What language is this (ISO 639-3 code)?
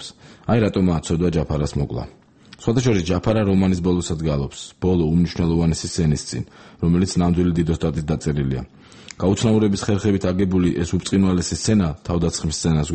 kat